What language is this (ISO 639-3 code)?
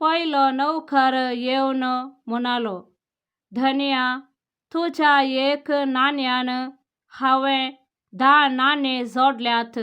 kok